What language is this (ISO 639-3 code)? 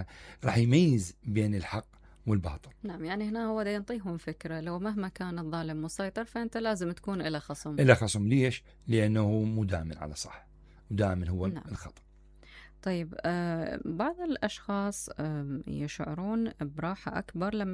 acm